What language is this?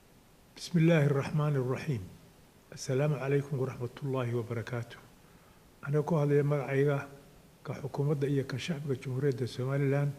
Somali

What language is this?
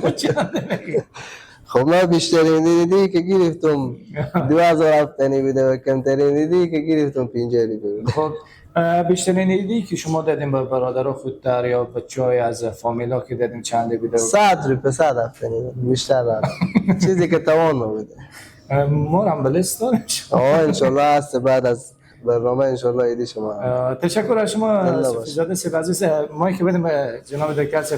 Persian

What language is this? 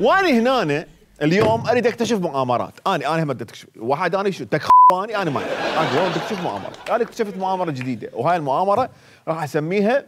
Mesopotamian Arabic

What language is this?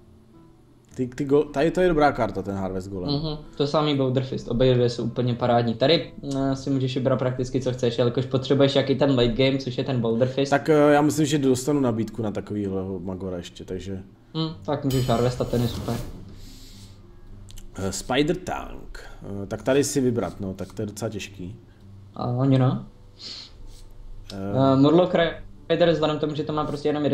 Czech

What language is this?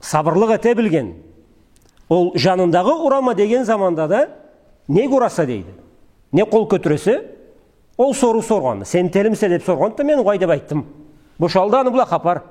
Karachay-Balkar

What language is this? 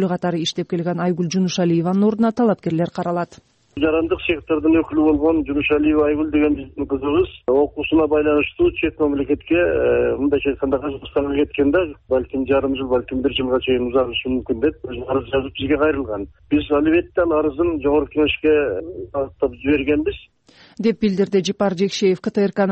Kyrgyz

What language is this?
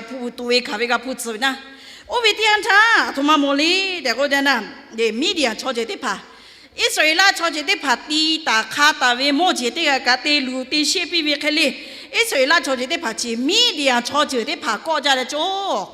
Lahu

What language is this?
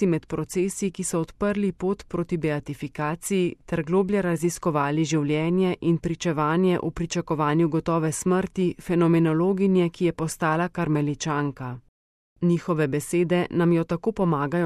Slovenian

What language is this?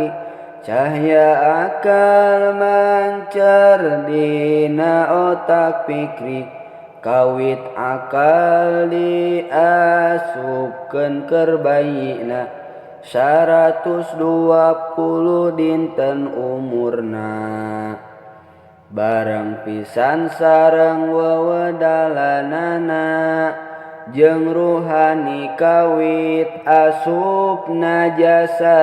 Sundanese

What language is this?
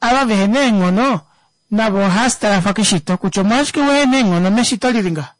Kuanyama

